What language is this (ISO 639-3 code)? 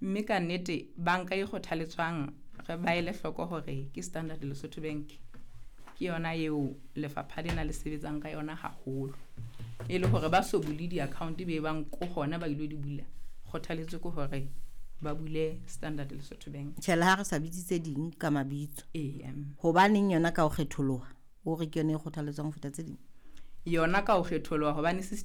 sot